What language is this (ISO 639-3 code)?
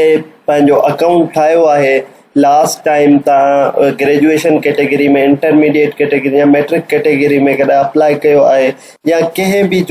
snd